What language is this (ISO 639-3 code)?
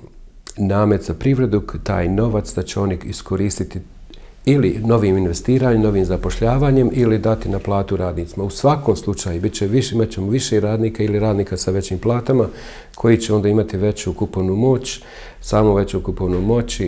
bos